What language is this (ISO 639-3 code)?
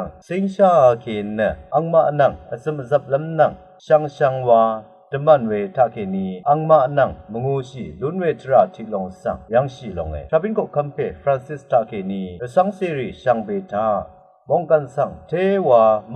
raw